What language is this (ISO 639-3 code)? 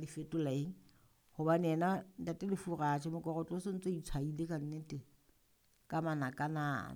sot